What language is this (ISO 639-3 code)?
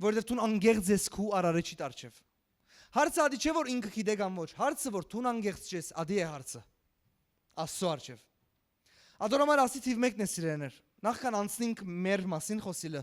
hyw